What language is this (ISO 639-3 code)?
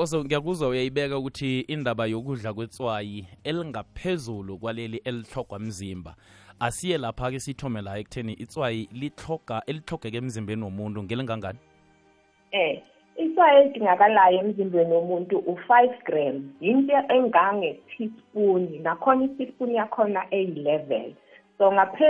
nbl